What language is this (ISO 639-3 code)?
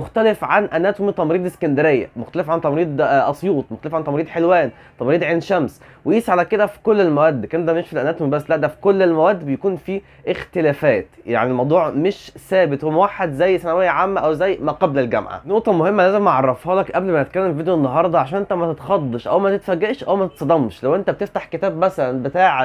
arz